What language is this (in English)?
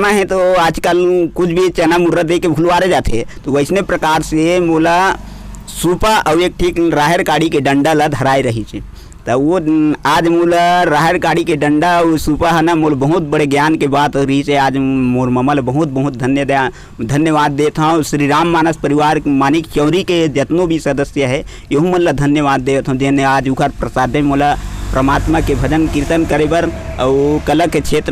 Chhattisgarhi